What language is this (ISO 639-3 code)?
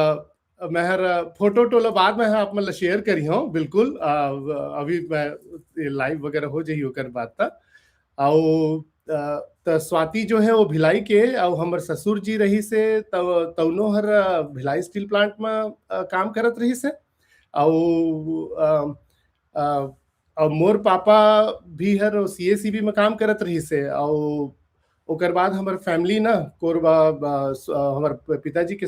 hne